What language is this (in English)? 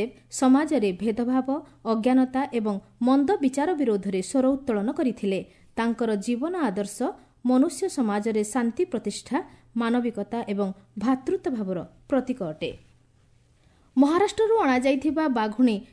Odia